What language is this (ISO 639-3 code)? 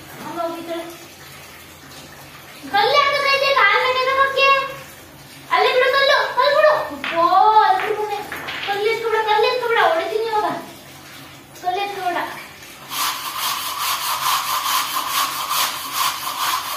kan